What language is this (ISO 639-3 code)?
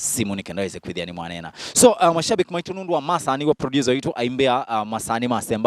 kam